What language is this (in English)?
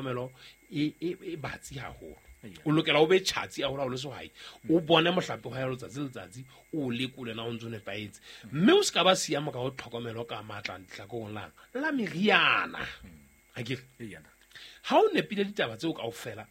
Southern Sotho